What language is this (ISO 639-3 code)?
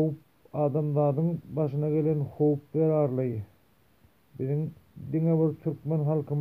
tuk